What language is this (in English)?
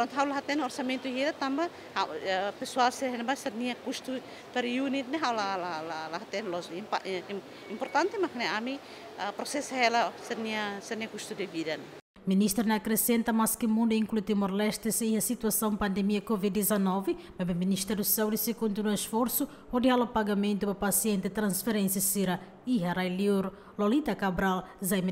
Tetum